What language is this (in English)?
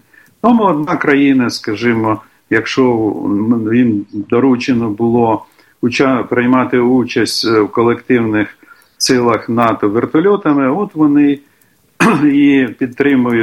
Ukrainian